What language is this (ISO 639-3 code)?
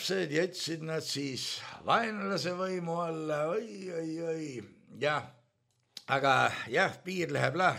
est